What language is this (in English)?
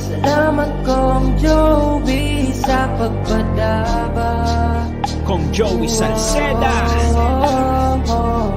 Bikol